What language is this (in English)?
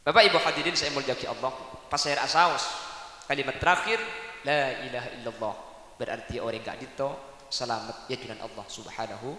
Madurese